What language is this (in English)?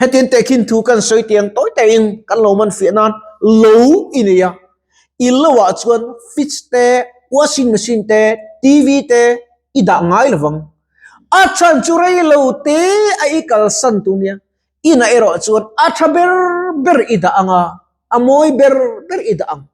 Mizo